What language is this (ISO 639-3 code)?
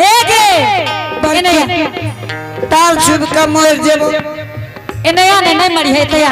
anp